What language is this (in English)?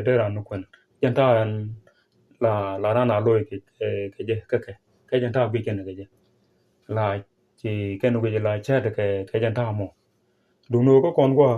Nuer